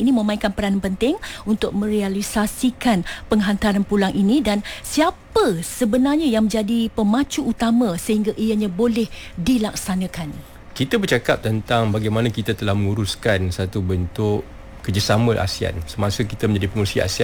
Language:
Malay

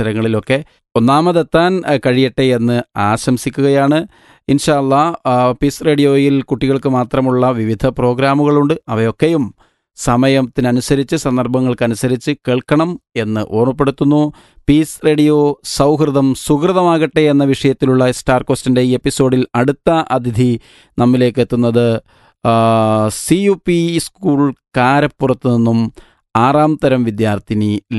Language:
Malayalam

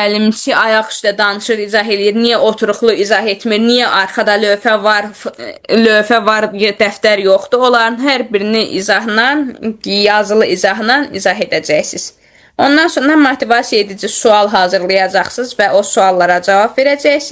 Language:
Azerbaijani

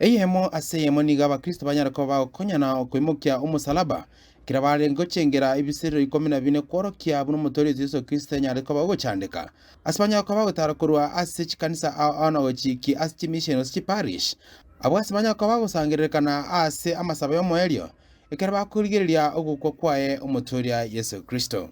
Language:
Gusii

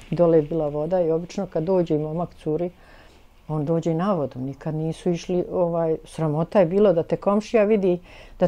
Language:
Bosnian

